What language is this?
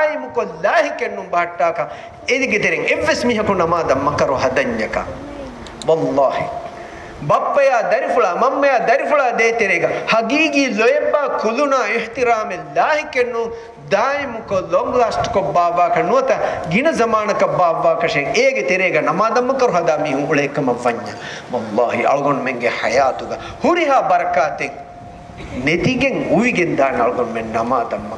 Divehi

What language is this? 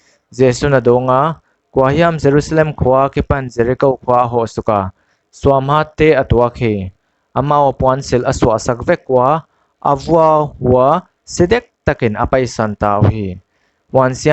Paite Chin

